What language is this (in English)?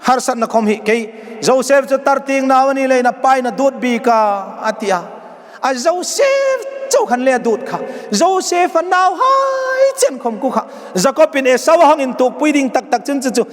Hmar